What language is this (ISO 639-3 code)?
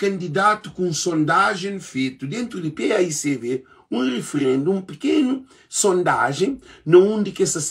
kea